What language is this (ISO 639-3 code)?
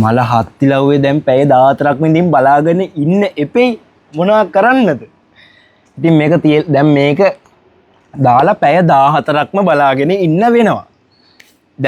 sin